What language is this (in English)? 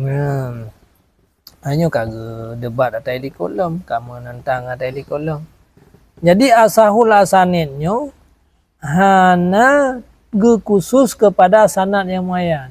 Achinese